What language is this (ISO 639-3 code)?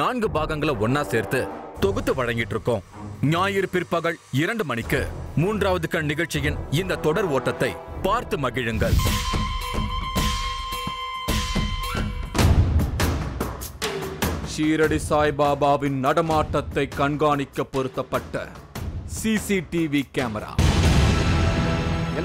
tam